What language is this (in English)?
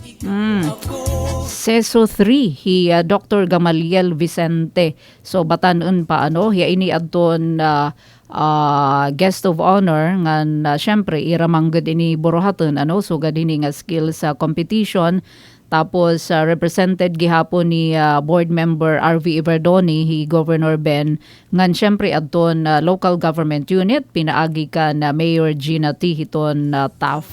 Waray